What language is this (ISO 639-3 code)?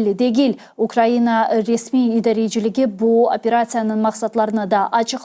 crh